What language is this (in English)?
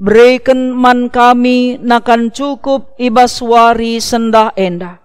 Batak Karo